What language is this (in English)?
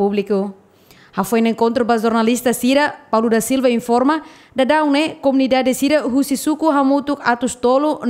Tetum